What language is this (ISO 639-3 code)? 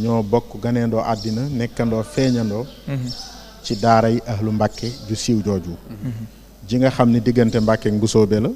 wol